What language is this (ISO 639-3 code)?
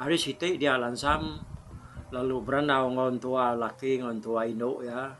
iba